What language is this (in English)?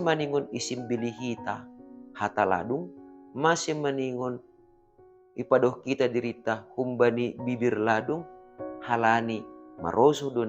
Batak Simalungun